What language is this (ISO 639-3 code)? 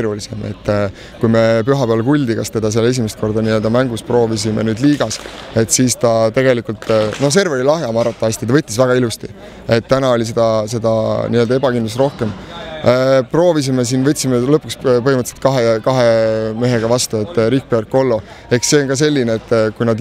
est